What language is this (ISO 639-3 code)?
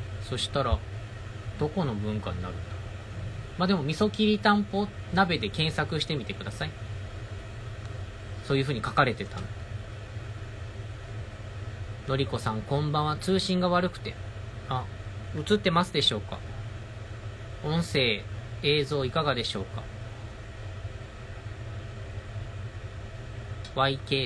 jpn